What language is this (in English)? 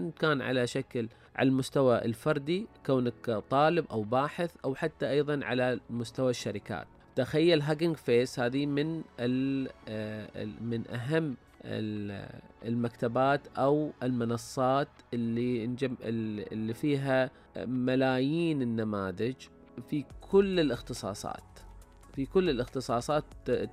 Najdi Arabic